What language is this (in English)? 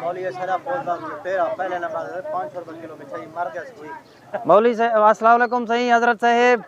Saraiki